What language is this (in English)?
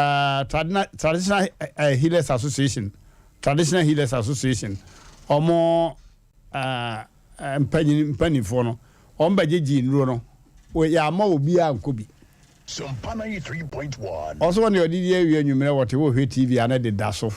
Akan